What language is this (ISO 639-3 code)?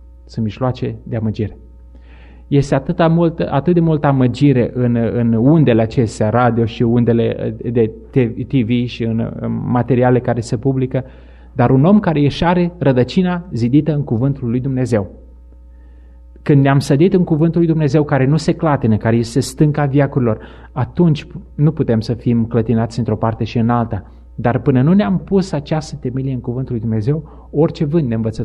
ron